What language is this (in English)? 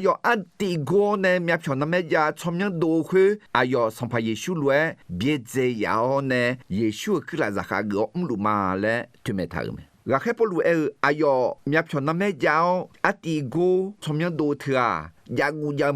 Akha